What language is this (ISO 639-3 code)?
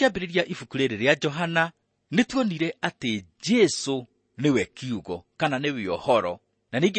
kik